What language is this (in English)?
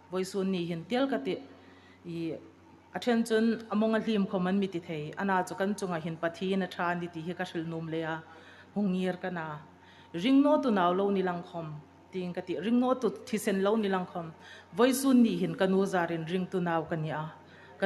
Hmar